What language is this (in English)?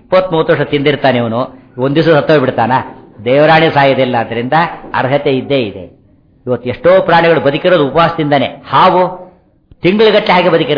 Kannada